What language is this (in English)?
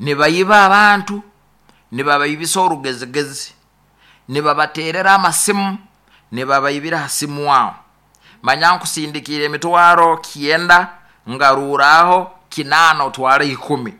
Nyoro